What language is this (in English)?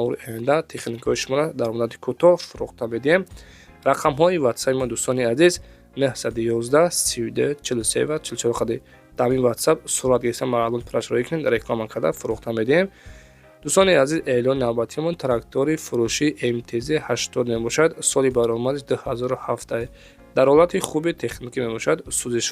Tajik